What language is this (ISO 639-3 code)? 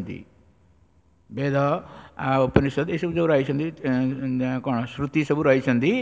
ori